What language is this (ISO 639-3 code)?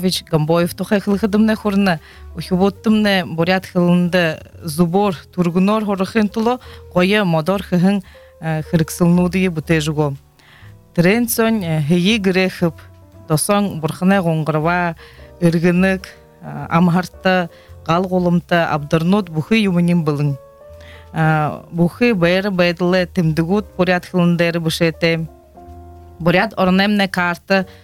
bua